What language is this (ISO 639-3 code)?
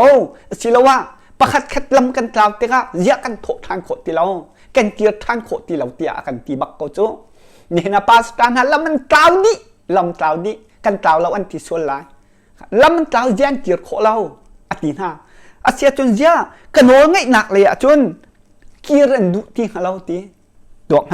cnh